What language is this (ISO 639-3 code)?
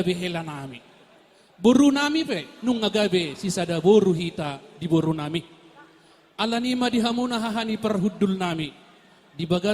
bbc